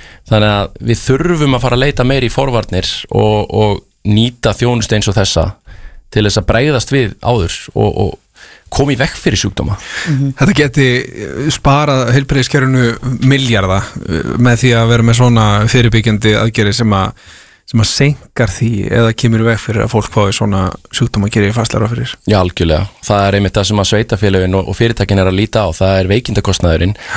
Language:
Icelandic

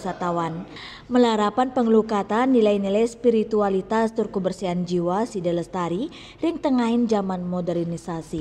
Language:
Balinese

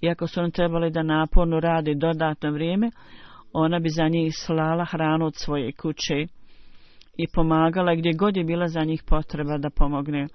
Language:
Bosnian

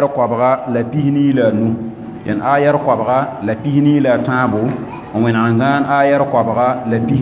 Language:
Mossi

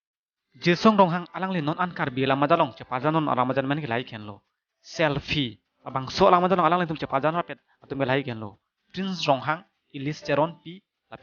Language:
Karbi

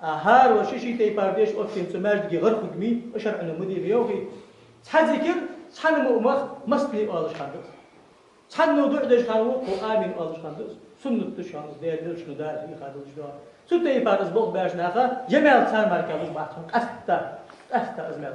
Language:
Ingush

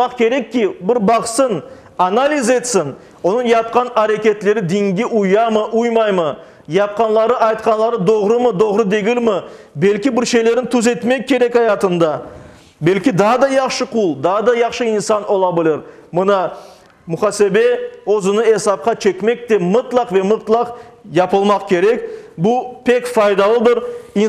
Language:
Crimean Tatar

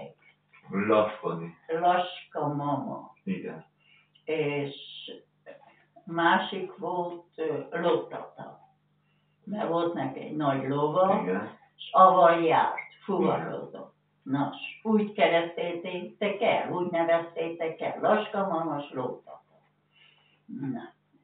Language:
Hungarian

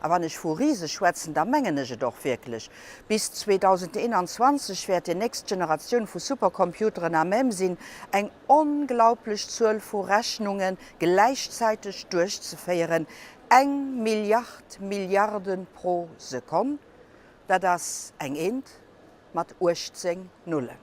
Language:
Luxembourgish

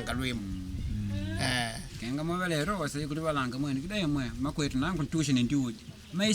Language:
Makonde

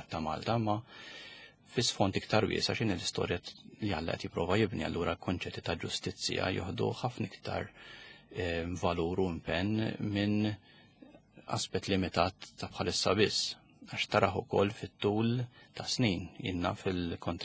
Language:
Maltese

